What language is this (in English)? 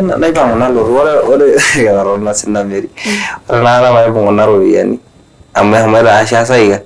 Masai